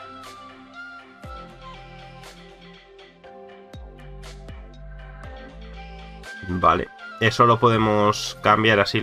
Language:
Spanish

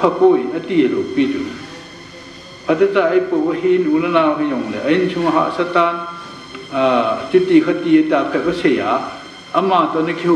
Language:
Thai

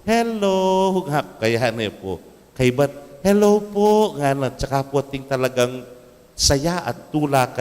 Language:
Pampanga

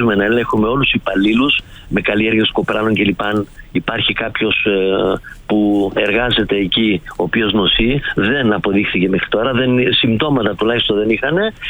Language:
Greek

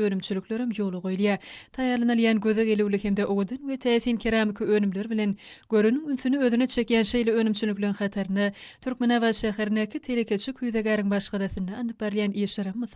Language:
Turkmen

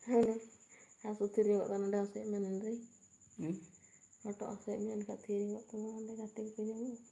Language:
Santali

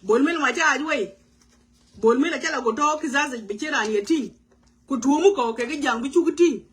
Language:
Nuer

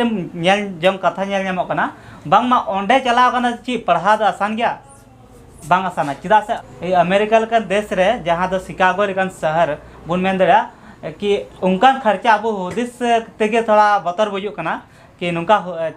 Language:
Santali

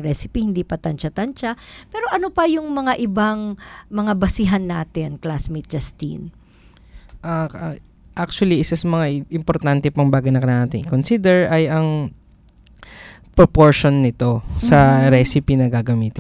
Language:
Filipino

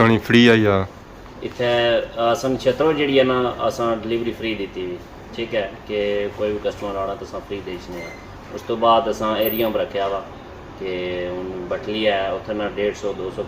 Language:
Pahari-Potwari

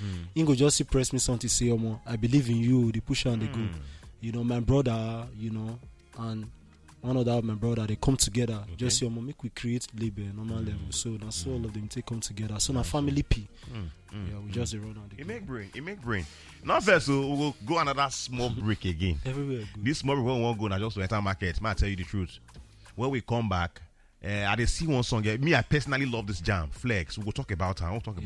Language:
Nigerian Pidgin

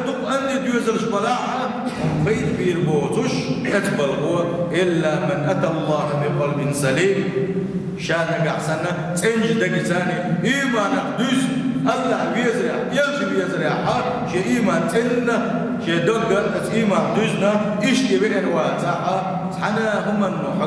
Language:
Chechen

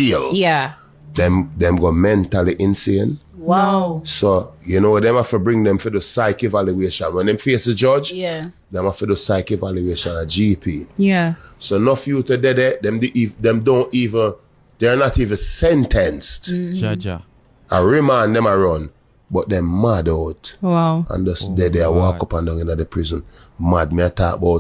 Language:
Jamaican Creole English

